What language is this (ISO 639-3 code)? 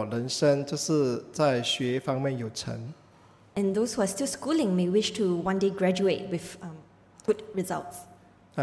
zho